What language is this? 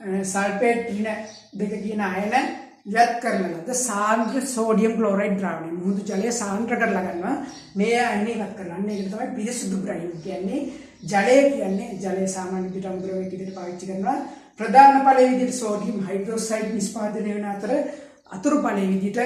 Sinhala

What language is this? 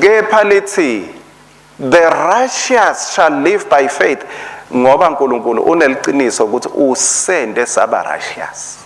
Swati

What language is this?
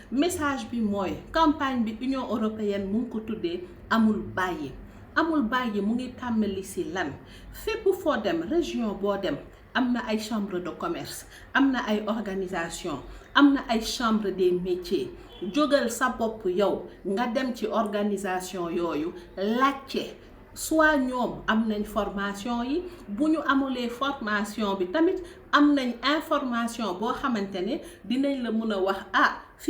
Wolof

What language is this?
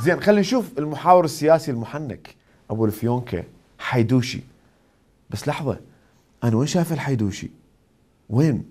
Mesopotamian Arabic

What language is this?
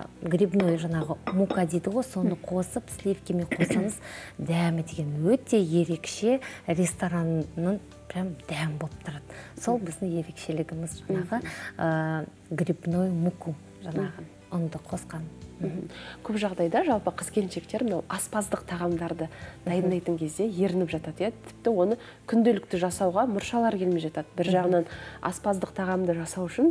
Kazakh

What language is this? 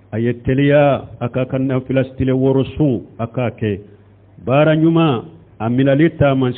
Bambara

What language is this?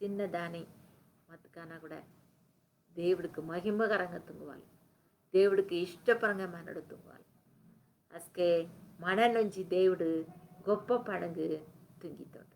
Koya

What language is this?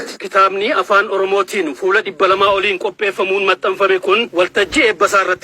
Oromo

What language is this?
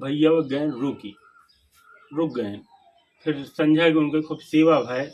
Awadhi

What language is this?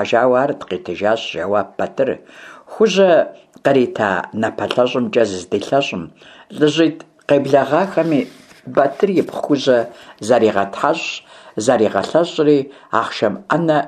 Kabardian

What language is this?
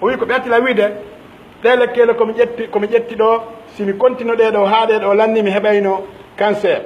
Pular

